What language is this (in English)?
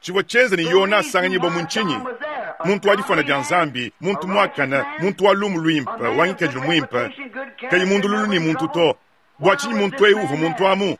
Luba-Lulua